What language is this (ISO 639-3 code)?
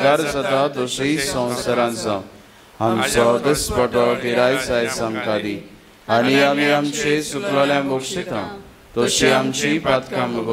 kok